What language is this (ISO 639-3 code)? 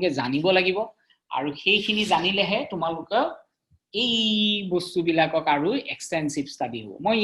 asm